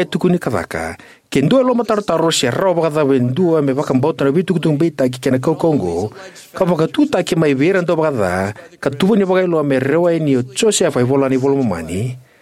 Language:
Fijian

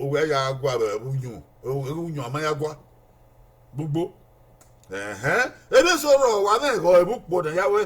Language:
Bini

